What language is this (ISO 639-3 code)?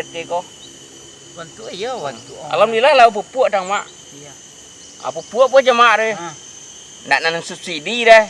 min